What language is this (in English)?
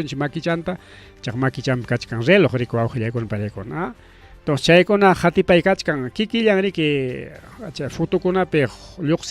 Ayacucho Quechua